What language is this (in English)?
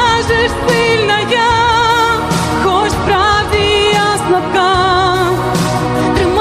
Ukrainian